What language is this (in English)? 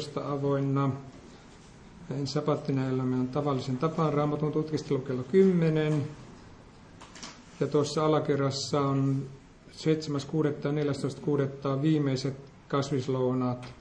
Finnish